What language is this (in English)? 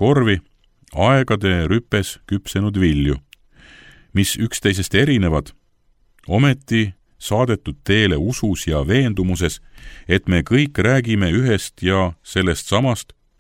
Estonian